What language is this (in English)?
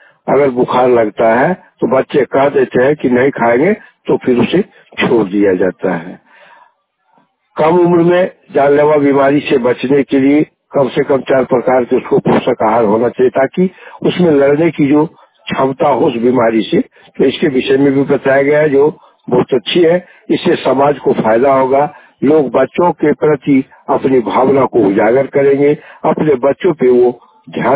Hindi